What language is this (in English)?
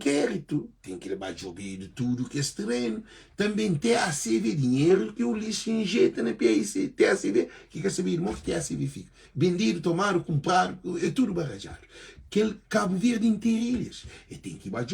Kabuverdianu